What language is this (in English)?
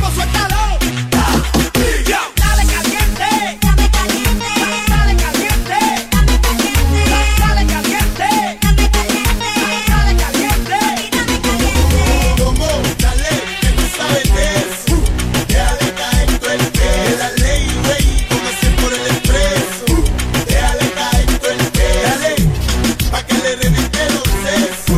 Spanish